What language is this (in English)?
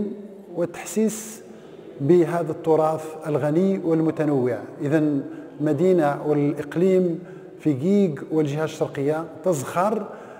Arabic